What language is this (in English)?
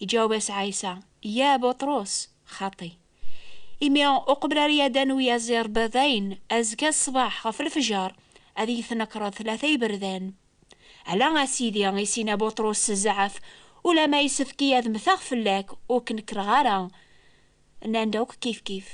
Kabyle